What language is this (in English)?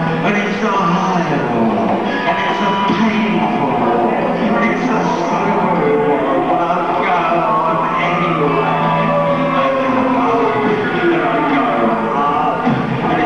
English